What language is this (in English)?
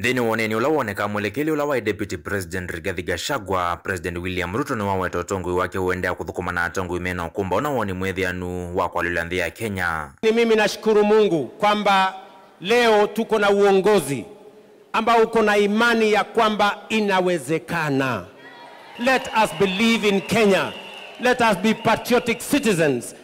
Kamba